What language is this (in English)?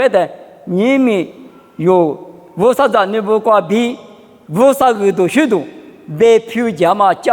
Lisu